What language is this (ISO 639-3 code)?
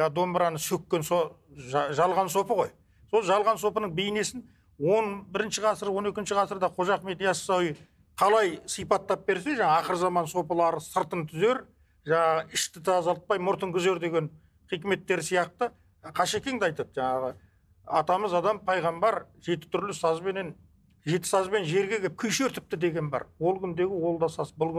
kaz